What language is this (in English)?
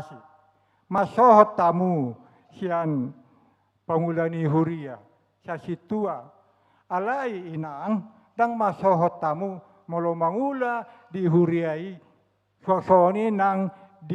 Batak Toba